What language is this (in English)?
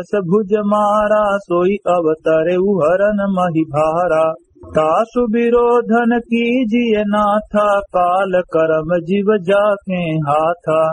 Awadhi